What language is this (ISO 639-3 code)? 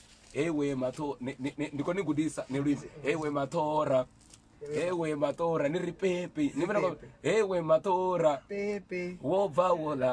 ven